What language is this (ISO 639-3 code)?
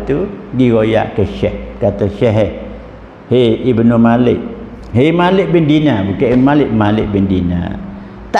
mfa